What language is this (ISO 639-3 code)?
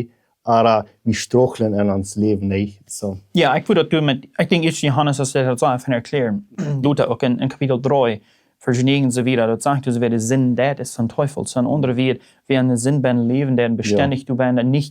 pdt